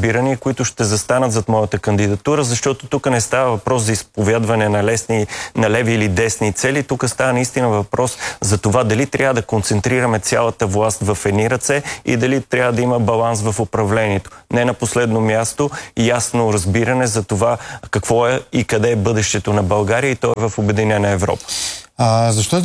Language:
Bulgarian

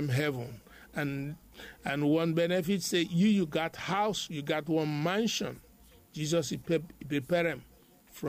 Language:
Bislama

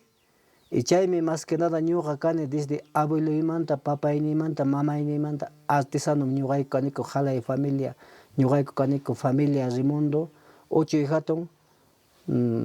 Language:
Ayacucho Quechua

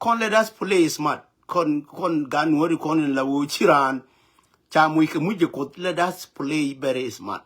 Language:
Nuer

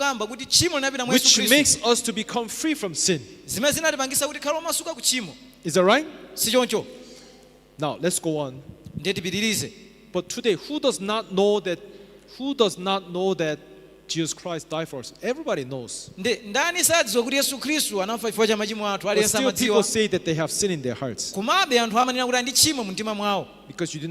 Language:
Nyanja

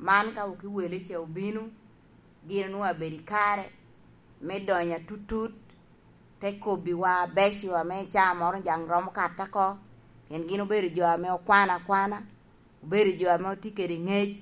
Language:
Lango (Uganda)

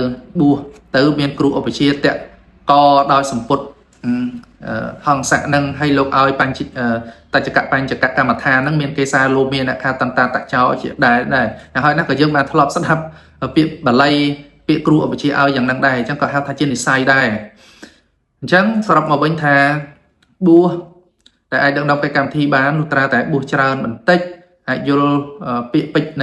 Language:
Khmer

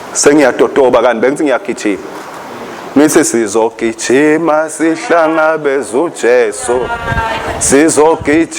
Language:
Swati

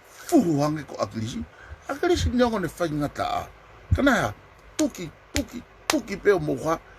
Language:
Tongan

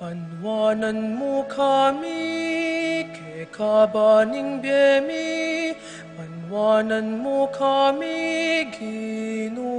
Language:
Pampanga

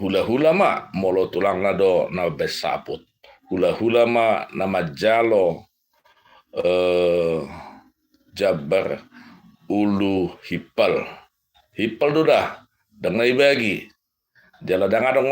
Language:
Batak Toba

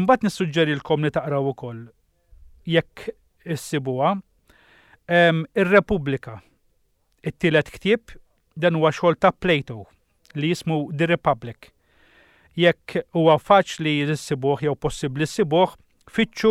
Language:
Maltese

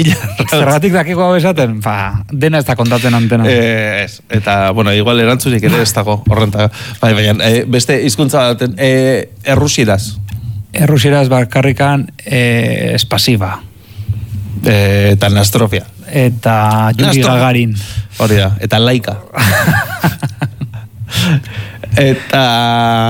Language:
Basque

